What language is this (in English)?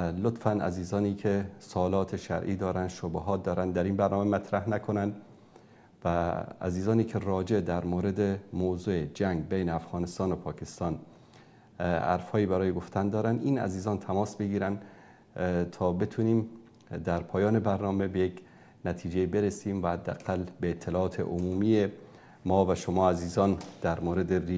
Persian